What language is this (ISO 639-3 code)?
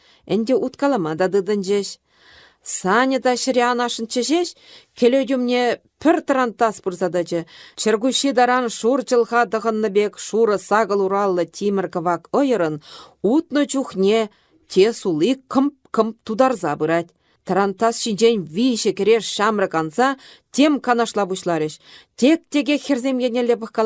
chv